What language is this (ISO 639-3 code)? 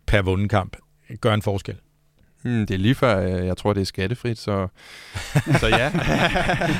dan